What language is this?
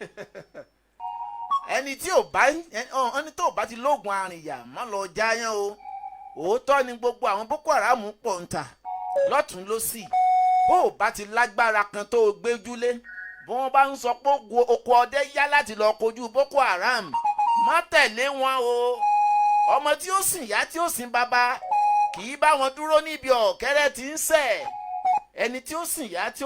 Yoruba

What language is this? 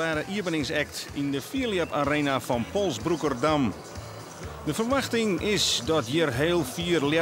Western Frisian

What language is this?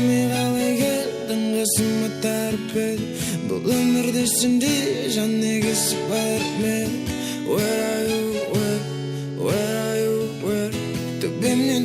Kara-Kalpak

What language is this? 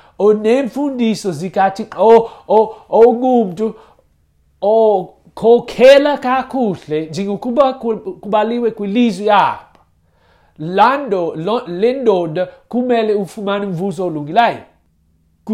Xhosa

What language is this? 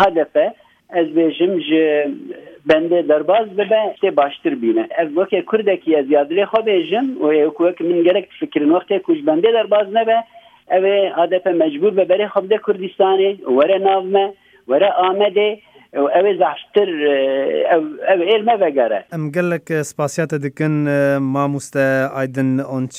Kurdish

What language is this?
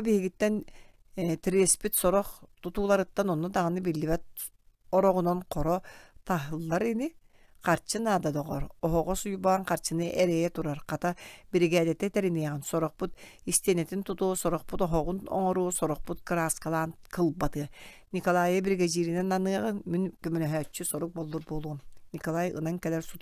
Yakut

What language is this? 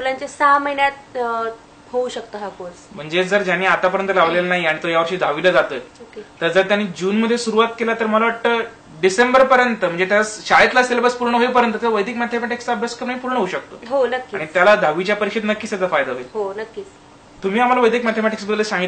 Marathi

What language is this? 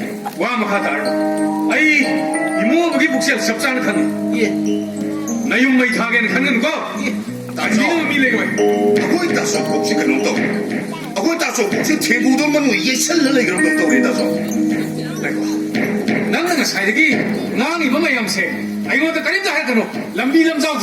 Manipuri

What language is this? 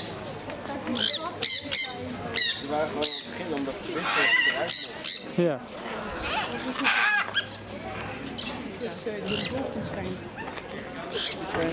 Dutch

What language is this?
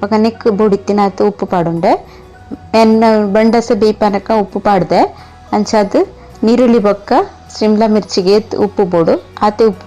Tulu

